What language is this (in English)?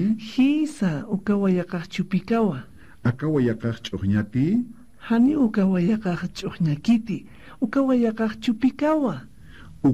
Aymara